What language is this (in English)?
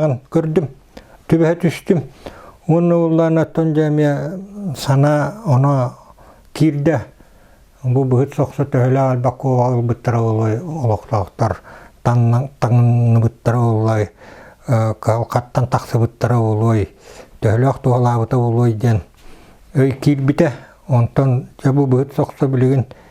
Yakut